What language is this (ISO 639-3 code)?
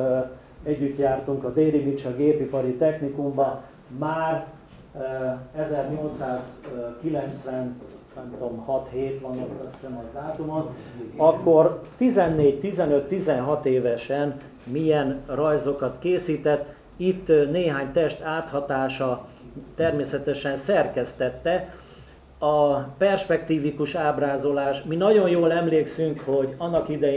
hun